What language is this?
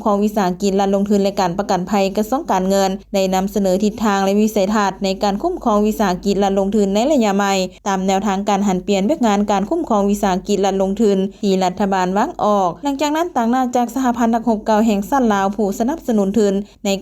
Lao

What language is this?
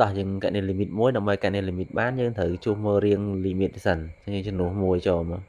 Khmer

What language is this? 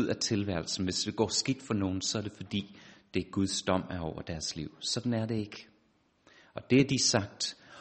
Danish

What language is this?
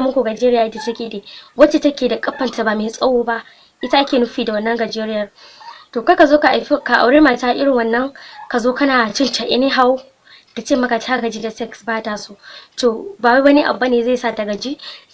Hausa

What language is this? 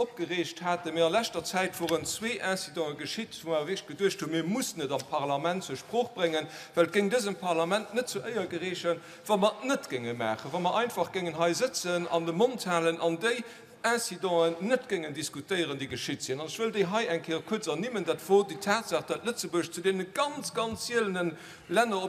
Luxembourgish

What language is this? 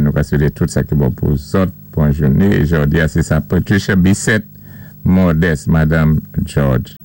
Saint Lucian Creole French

